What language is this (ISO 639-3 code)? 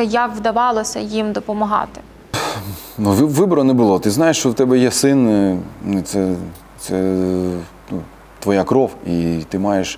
ukr